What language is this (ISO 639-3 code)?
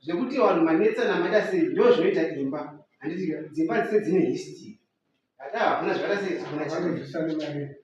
sna